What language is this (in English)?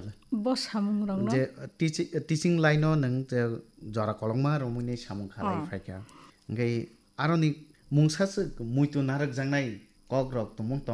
Kok Borok